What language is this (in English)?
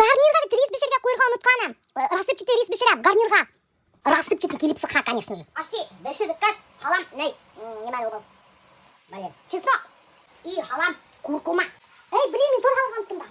Bashkir